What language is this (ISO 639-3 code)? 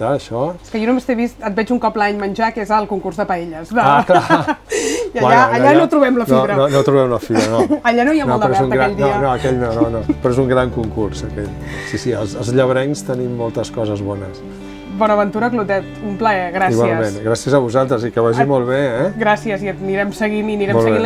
cat